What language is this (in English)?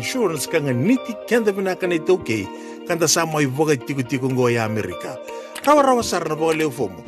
Fijian